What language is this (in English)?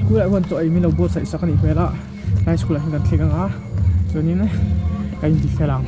Mizo